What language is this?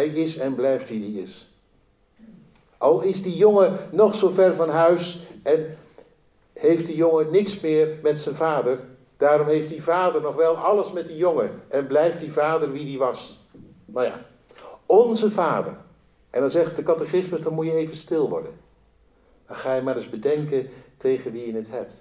Dutch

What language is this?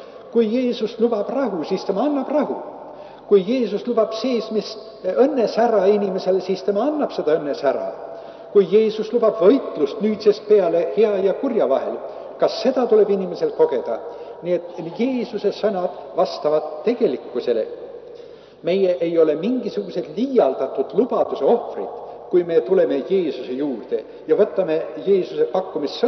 Estonian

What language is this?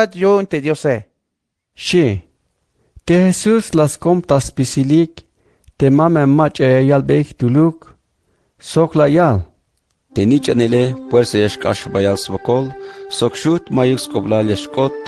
Tzeltal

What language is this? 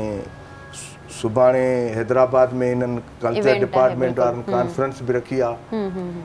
Sindhi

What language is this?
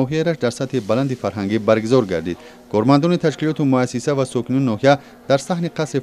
Tajik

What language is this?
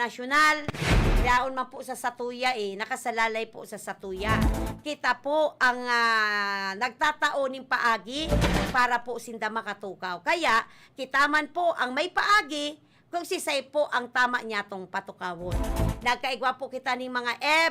Bikol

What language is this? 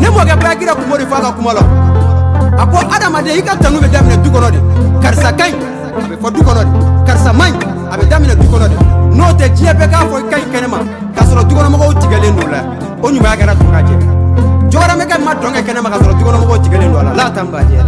Bambara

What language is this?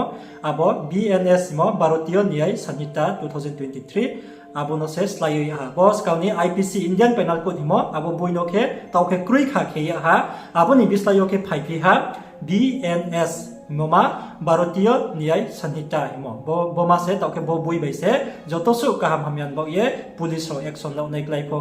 Riang (India)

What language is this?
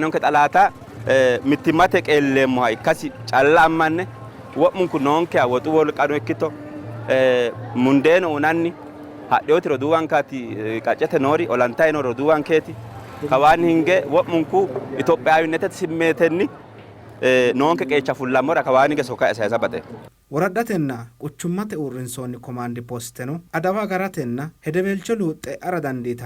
Sidamo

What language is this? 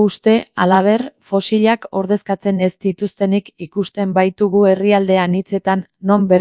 Basque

